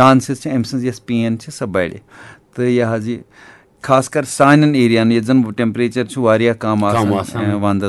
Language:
Kashmiri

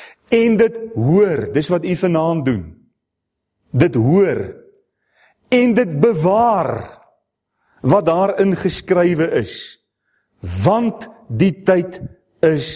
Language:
Afrikaans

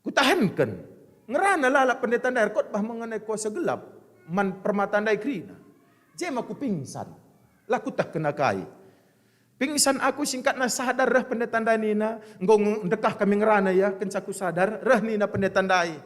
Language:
Batak Karo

